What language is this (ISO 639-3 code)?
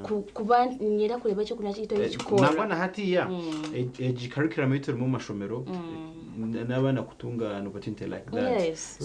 nyn